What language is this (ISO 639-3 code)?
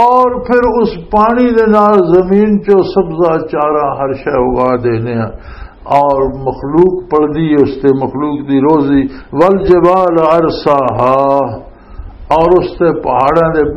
lah